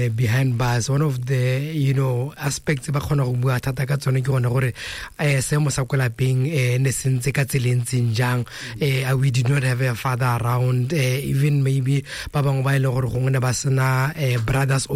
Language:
Tswana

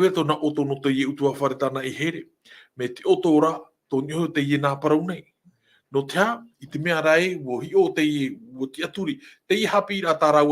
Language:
Tahitian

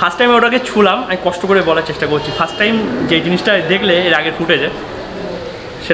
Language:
Bangla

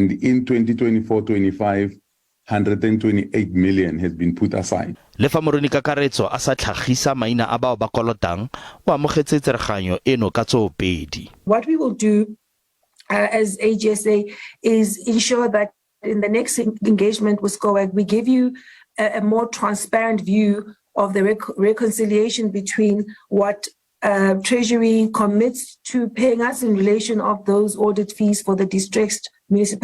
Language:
Tswana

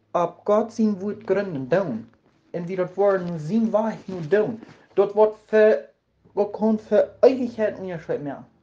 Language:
Plautdietsch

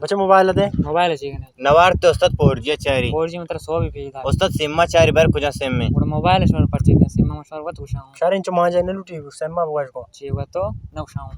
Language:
Baluchi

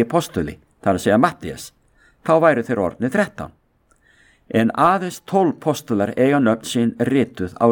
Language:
Icelandic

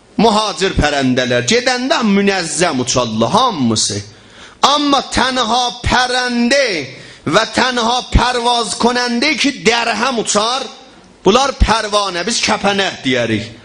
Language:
South Azerbaijani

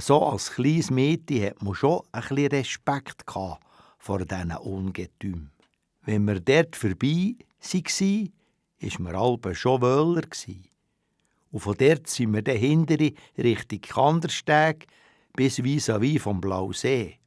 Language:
Swiss German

